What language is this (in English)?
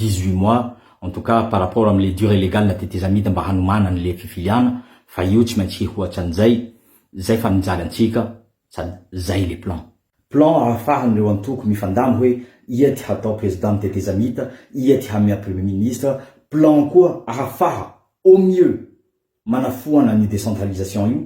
Malagasy